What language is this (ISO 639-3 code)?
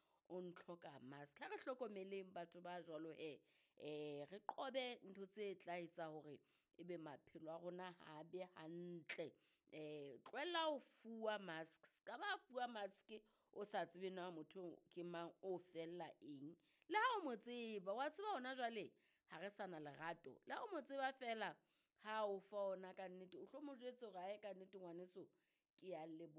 sot